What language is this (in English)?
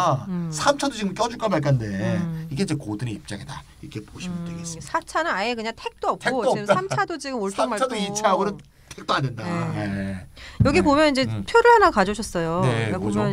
Korean